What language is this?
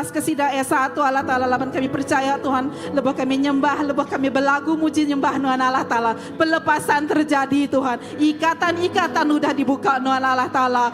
Iban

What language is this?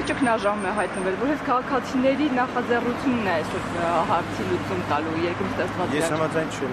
Armenian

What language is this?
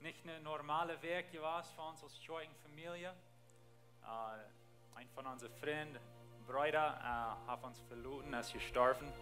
Plautdietsch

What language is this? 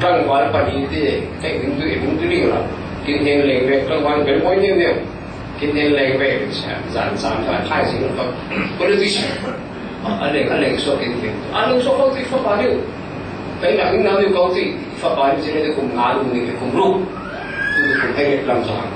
Falam Chin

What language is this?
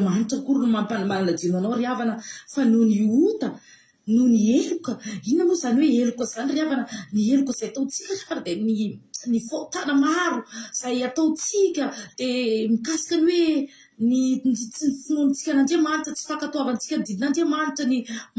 Malagasy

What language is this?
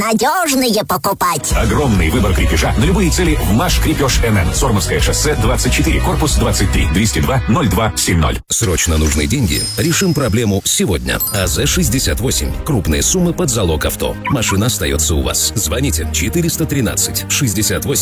Russian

